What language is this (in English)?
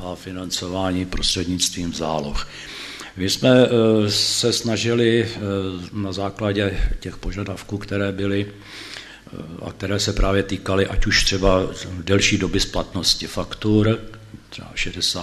Czech